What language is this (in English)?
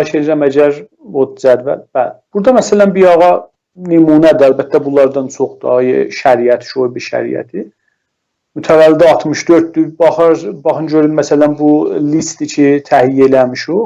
South Azerbaijani